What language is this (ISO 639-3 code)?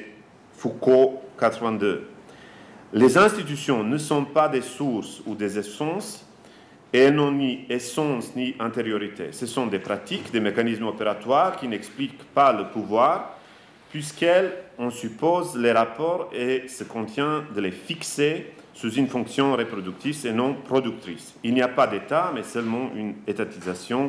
fra